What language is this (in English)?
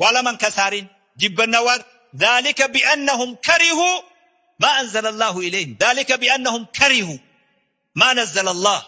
Oromo